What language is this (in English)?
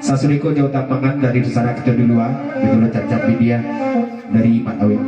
Minangkabau